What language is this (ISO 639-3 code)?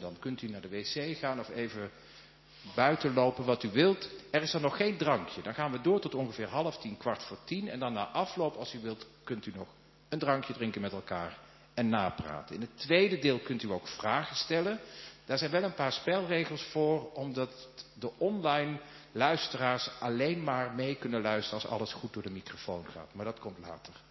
nld